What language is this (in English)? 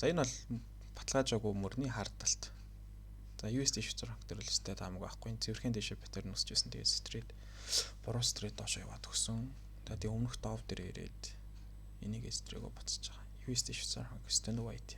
Mongolian